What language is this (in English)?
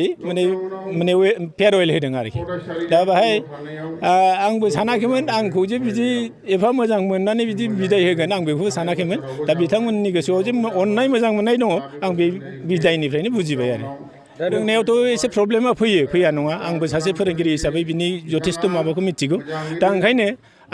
Bodo